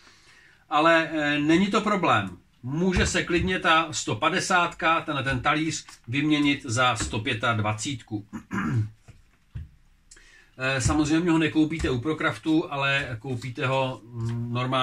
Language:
Czech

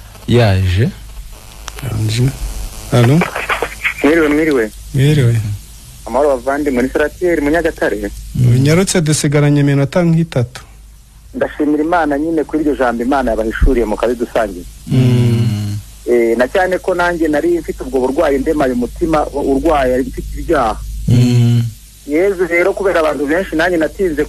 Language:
Kinyarwanda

